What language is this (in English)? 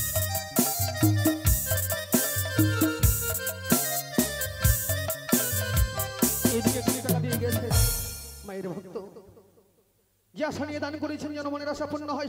Bangla